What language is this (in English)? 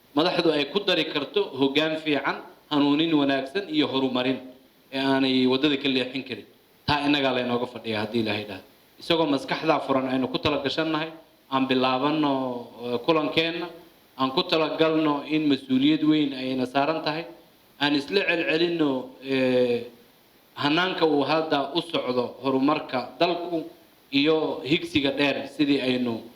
Somali